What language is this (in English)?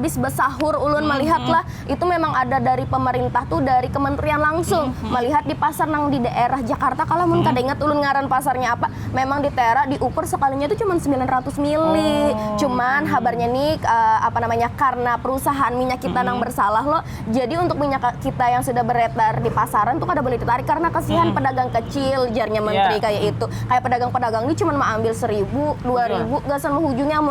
Banjar